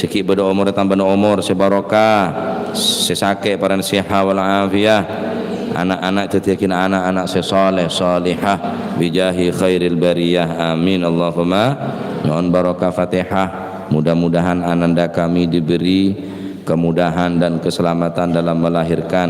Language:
Madurese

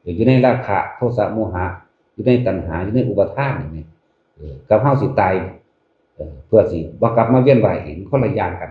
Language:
Lao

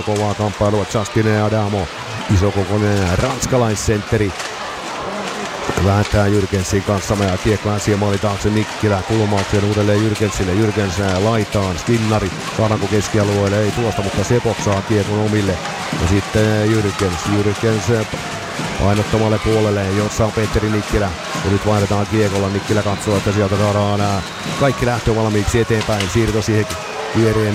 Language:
Finnish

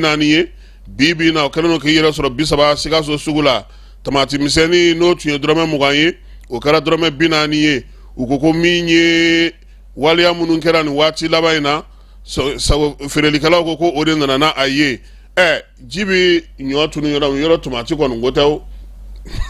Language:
Bambara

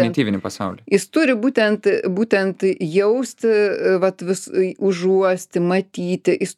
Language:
Lithuanian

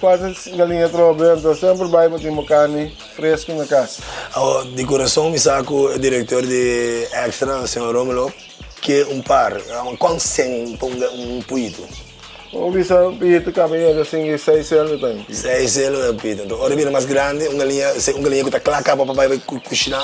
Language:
Papiamento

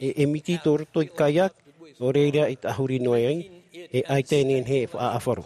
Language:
Tahitian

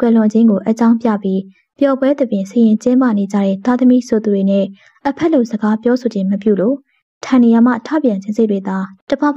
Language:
Burmese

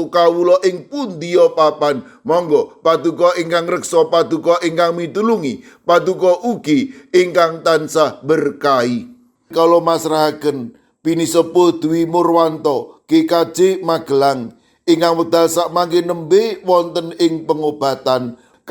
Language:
Javanese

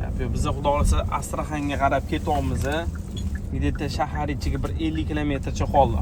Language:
Uzbek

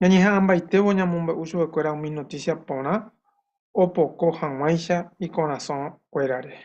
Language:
Guarani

